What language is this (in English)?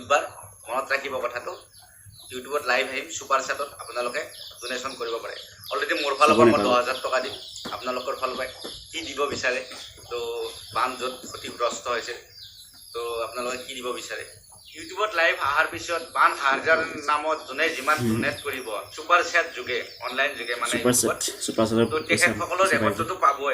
Assamese